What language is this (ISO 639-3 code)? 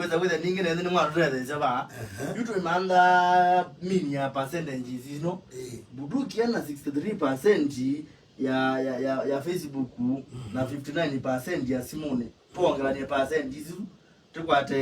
kam